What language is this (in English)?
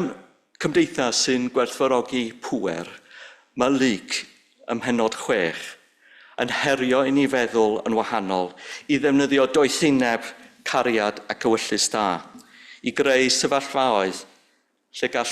Welsh